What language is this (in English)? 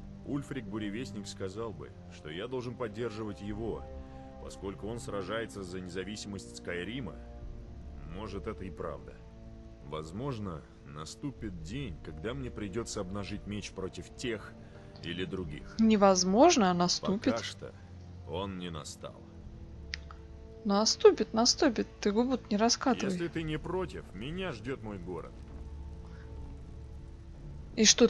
Russian